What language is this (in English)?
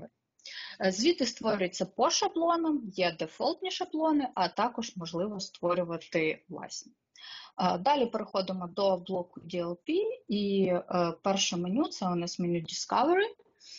Ukrainian